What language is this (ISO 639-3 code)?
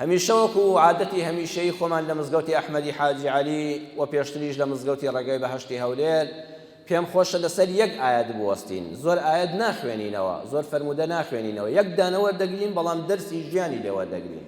ckb